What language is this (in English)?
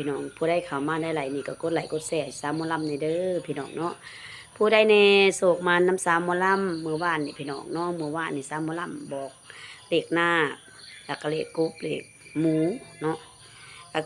Lao